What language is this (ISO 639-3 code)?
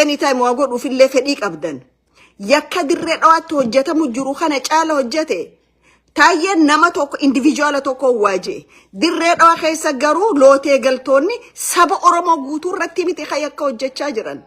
orm